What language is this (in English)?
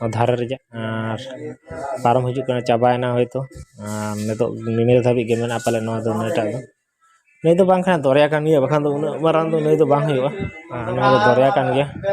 Santali